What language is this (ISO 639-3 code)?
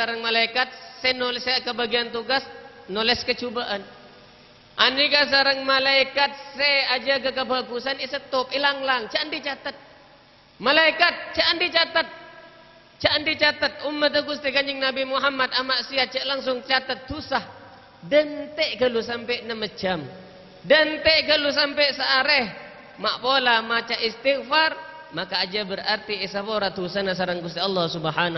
mad